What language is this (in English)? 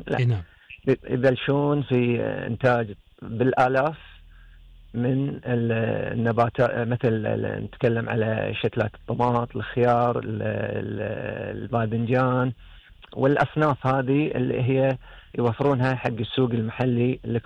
Gulf Arabic